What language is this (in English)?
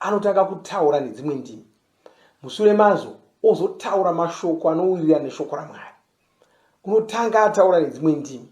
Shona